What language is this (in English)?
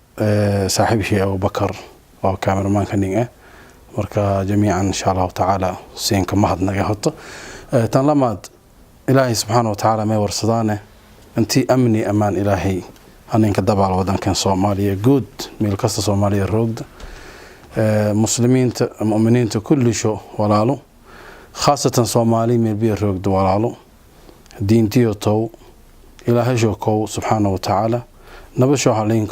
Somali